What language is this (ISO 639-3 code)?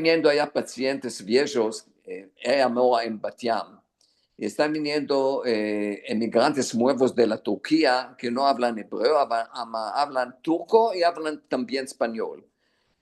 lad